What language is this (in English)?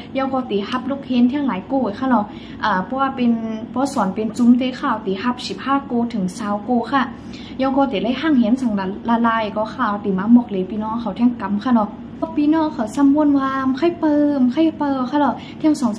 Shan